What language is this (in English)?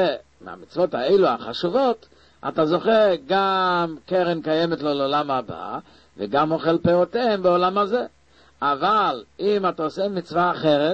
Hebrew